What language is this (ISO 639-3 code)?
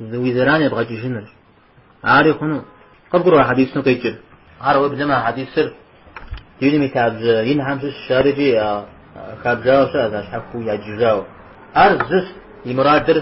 kbd